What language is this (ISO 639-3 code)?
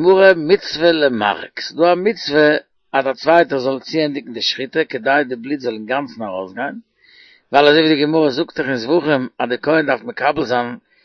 yid